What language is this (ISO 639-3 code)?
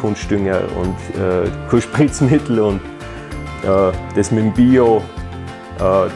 bar